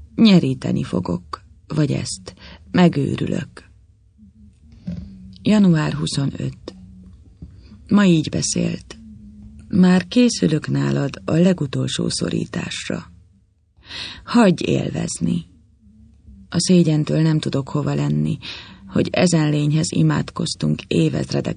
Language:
Hungarian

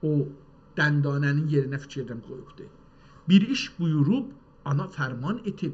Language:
South Azerbaijani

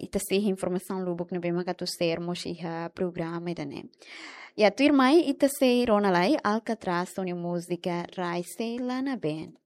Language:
Tetum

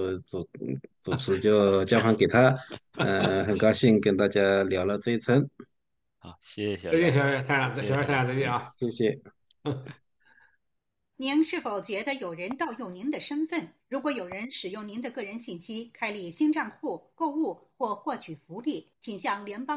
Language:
Chinese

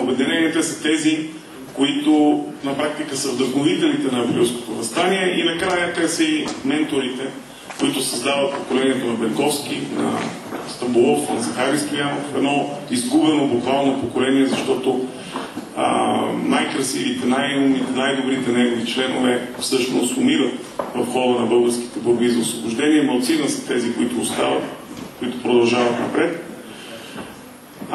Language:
Bulgarian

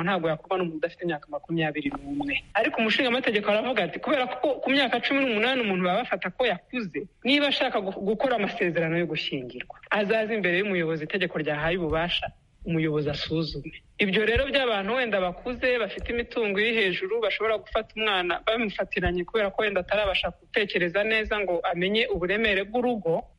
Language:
Kinyarwanda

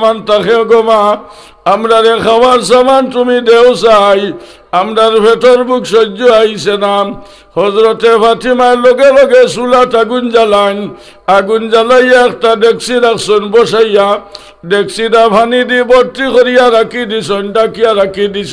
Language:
Sylheti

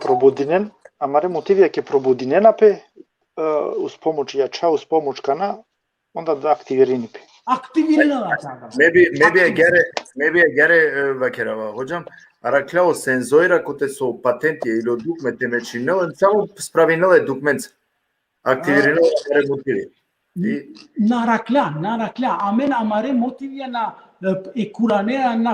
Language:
Balkan Romani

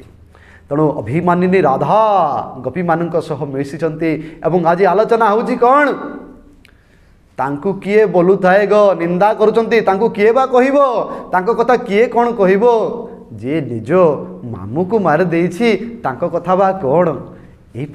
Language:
Odia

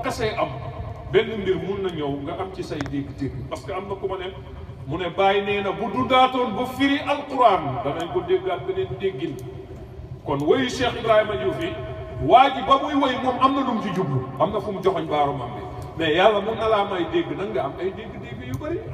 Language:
Wolof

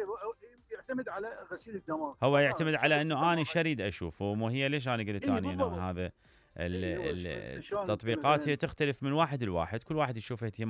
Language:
Mesopotamian Arabic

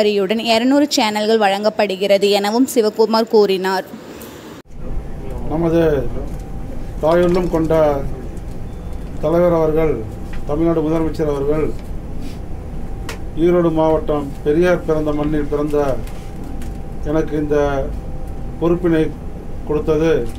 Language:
Tamil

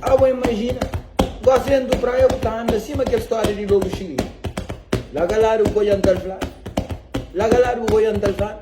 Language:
Kabuverdianu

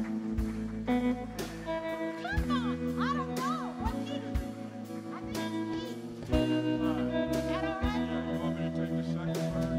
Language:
English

